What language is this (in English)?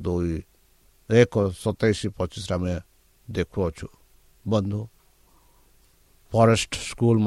Odia